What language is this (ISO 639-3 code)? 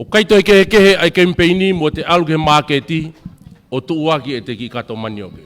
ton